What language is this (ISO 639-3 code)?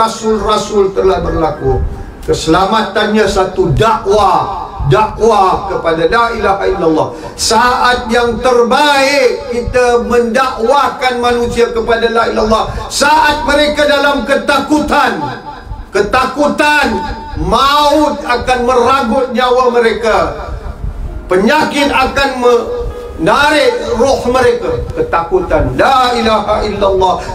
msa